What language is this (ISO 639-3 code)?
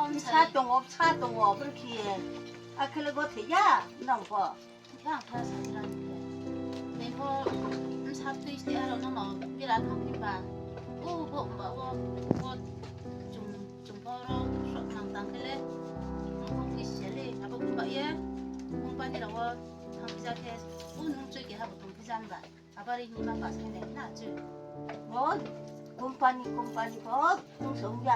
ria